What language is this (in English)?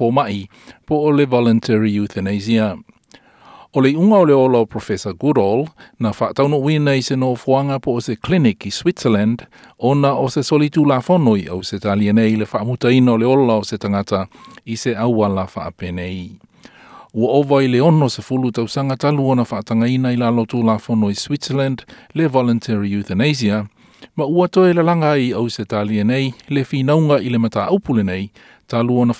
Samoan